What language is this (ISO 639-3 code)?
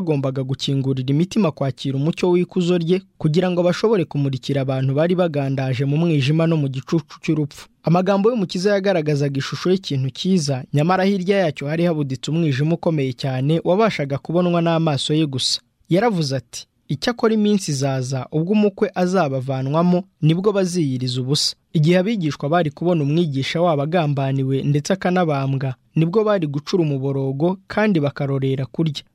kin